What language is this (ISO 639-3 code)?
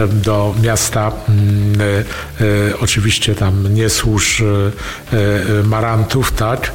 pol